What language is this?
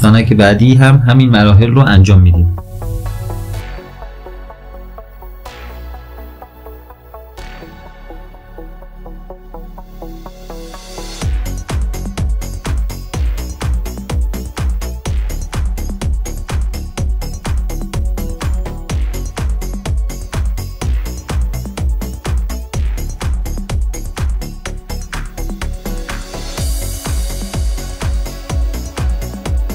Persian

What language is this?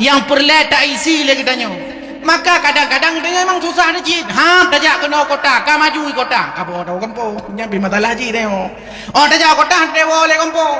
Achinese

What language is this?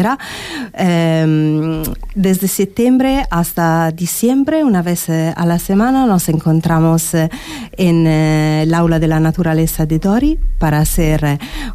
Spanish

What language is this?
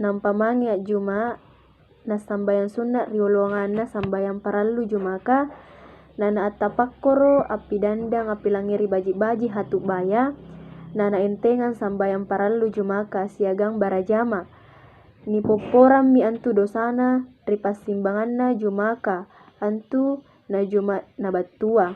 Makasar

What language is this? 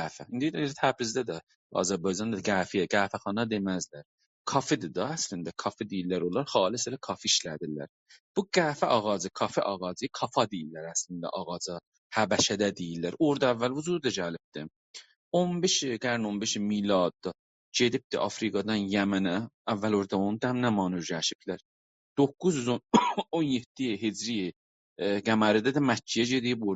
South Azerbaijani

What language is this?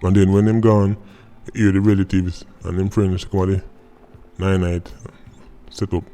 Jamaican Creole English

